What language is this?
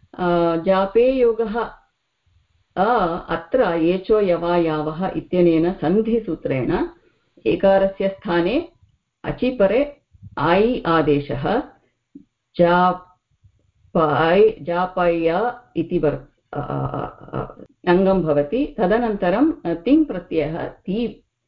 Sanskrit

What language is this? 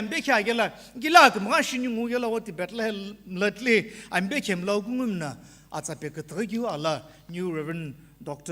Sumi Naga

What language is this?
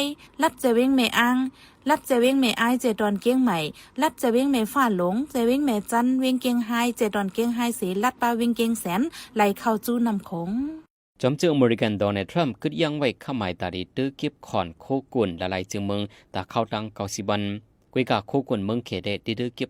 Shan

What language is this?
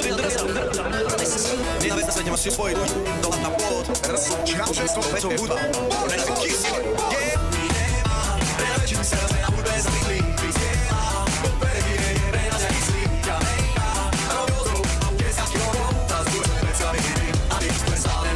Slovak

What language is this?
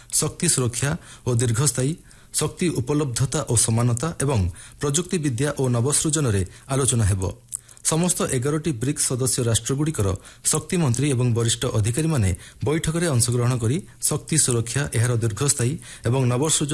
Odia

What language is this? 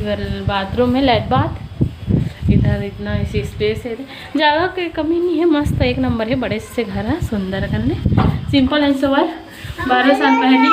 Chhattisgarhi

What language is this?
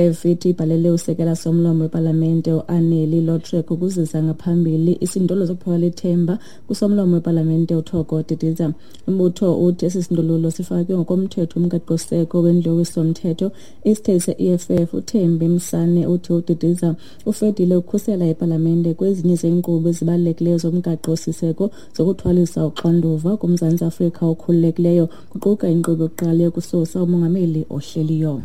Xhosa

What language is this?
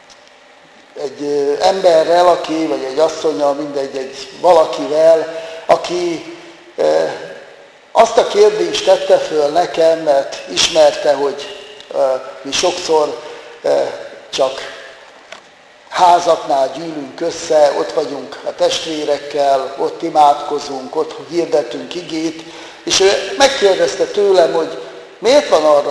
Hungarian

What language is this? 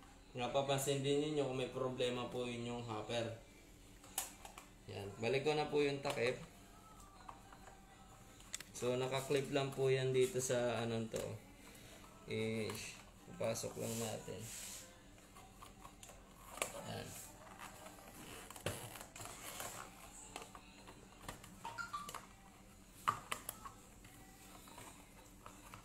Filipino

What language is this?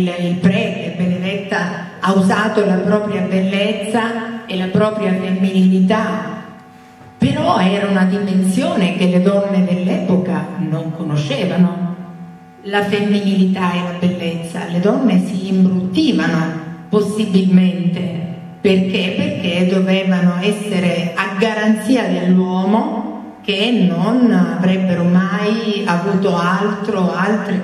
Italian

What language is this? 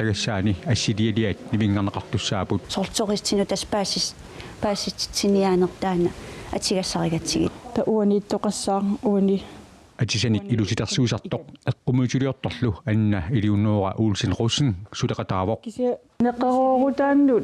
Kalaallisut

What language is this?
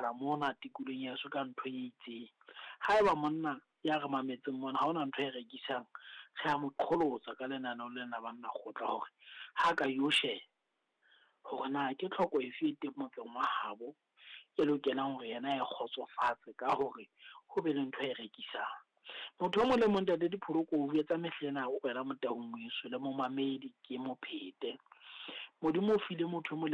Southern Sotho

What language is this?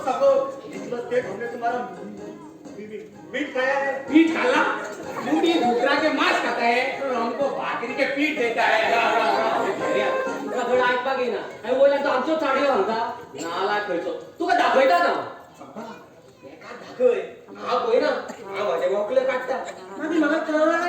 Konkani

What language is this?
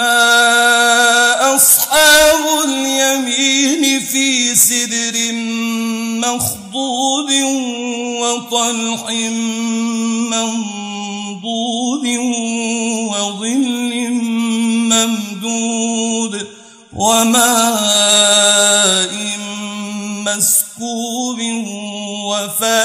Arabic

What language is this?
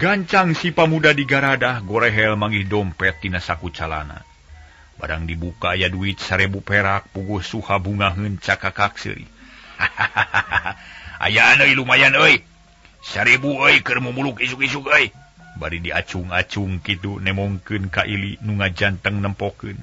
Sundanese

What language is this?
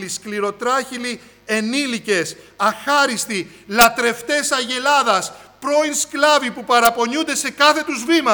Greek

